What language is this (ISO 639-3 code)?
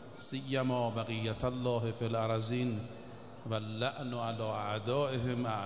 fas